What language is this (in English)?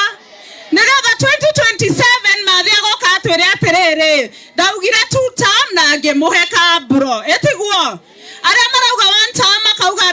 Kikuyu